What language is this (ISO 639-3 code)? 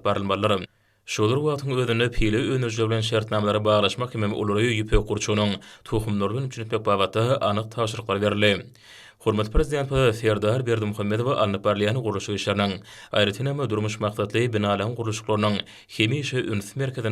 tuk